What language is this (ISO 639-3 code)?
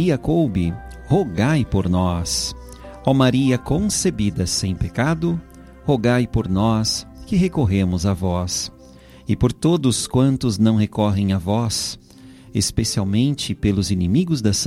por